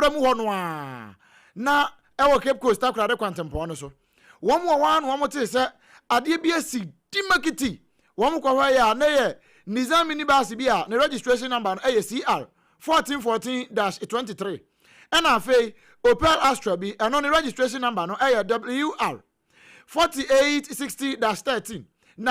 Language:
Akan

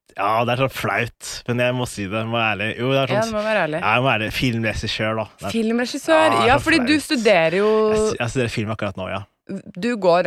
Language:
Norwegian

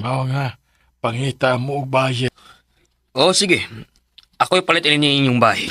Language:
Cebuano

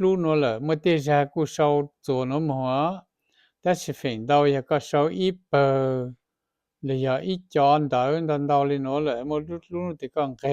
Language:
Hmong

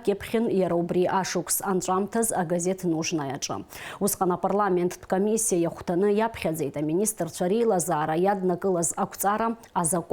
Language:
Abkhazian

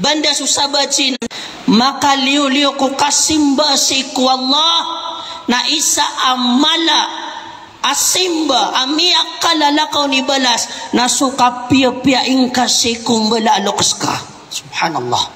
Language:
Maranao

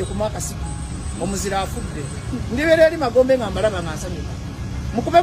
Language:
Ganda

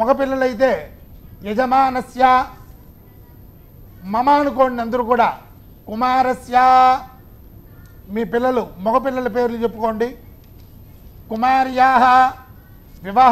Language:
Telugu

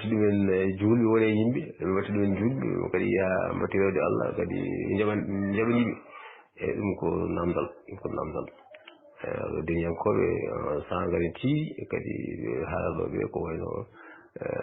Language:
Fula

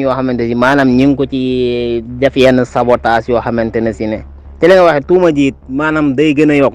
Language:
Wolof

